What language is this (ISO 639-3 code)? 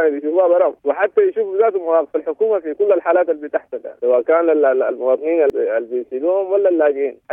apd